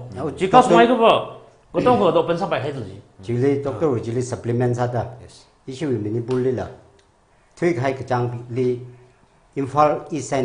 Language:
Tangkhul Naga (India)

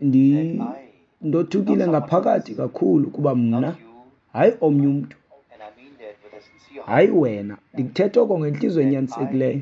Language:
Xhosa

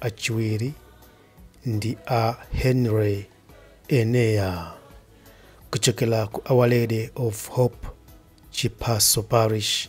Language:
Nyanja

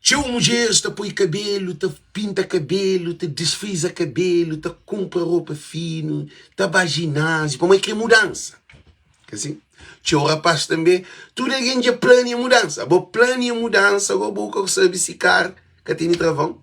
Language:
Kabuverdianu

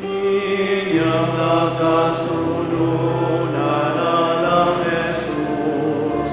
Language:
Pampanga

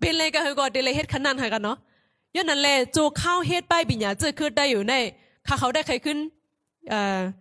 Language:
Shan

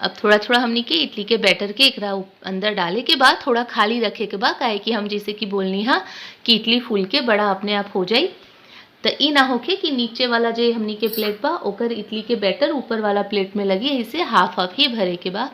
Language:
Bhojpuri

